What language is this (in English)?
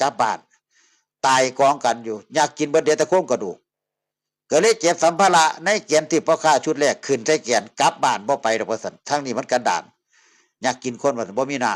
Northeastern Thai